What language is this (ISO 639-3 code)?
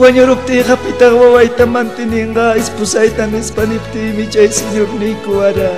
quy